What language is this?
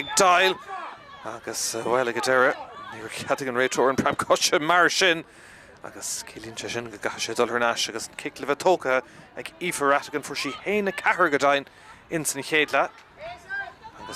Irish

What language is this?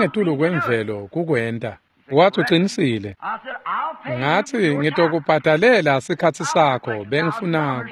Swati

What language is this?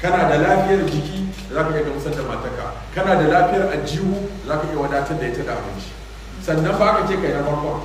Hausa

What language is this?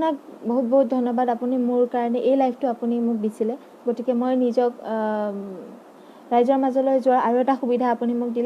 Assamese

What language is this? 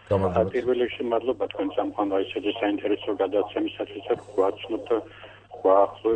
Georgian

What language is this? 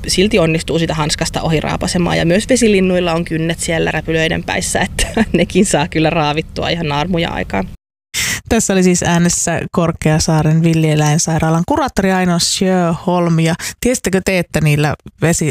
Finnish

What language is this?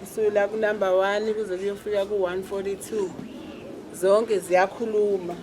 Zulu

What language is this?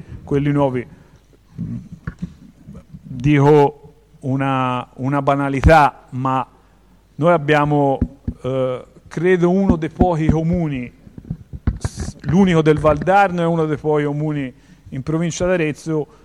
Italian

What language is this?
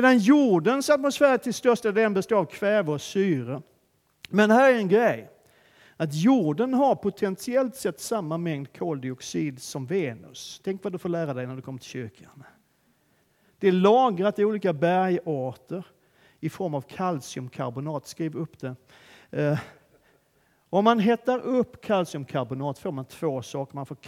Swedish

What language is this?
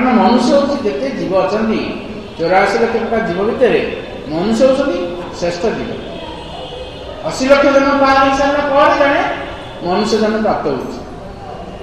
Odia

